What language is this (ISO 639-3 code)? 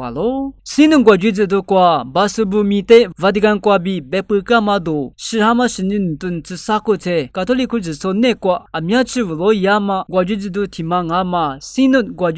lis